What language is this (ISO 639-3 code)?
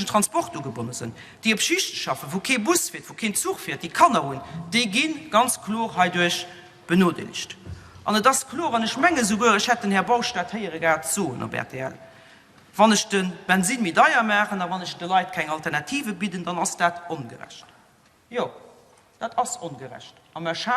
ltz